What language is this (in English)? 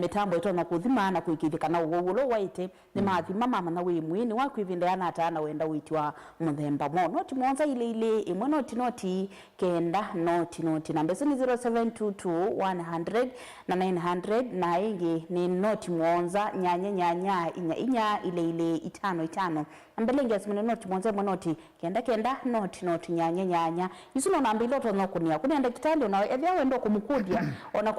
Kamba